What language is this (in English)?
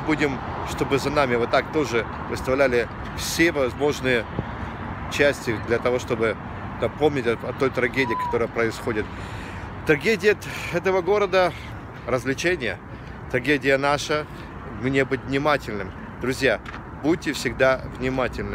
Russian